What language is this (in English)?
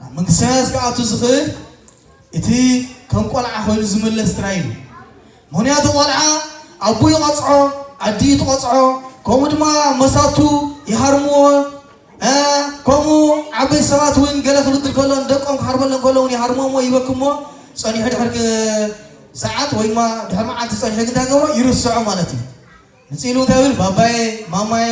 Tigrinya